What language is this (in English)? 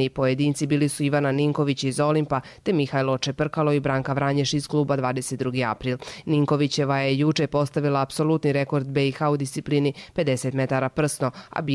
Serbian